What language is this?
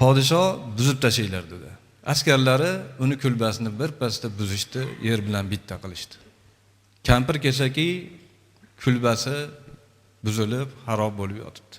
Uzbek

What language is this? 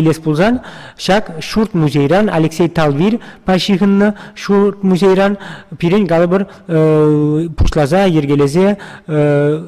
Chuvash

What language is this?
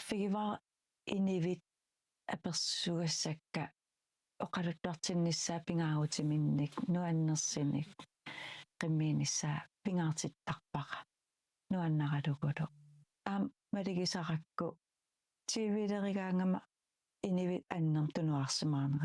Kalaallisut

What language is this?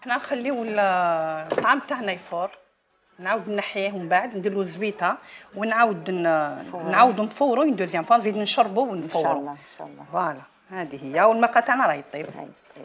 Algerian Arabic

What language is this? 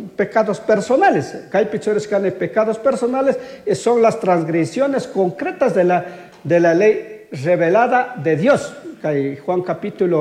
Chimborazo Highland Quichua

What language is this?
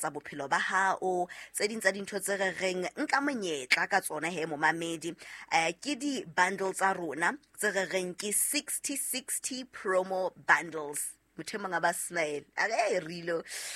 Southern Sotho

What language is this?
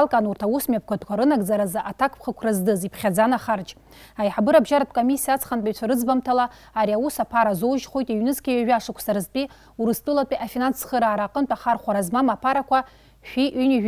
Abkhazian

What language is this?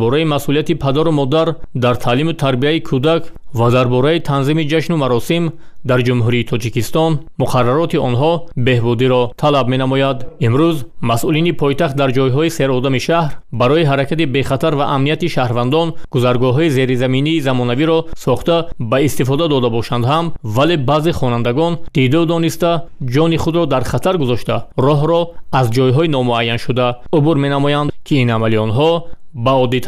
Tajik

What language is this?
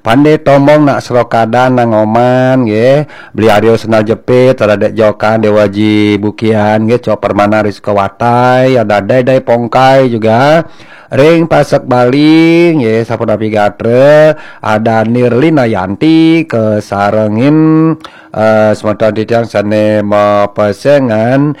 Balinese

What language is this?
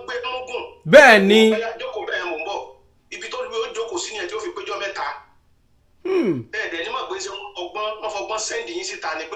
Yoruba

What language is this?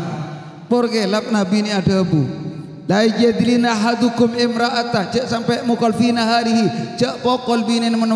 Madurese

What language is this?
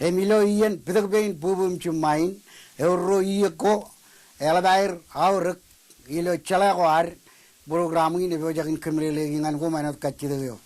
Marshallese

